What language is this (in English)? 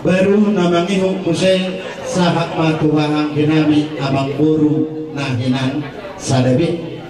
Batak Toba